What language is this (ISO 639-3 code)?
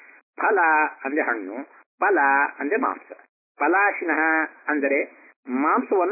kan